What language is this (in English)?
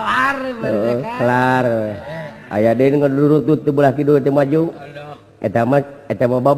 Sundanese